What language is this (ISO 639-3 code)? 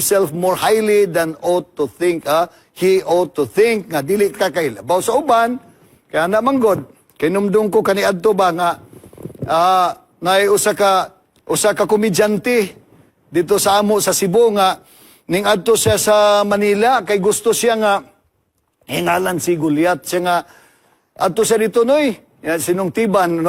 ceb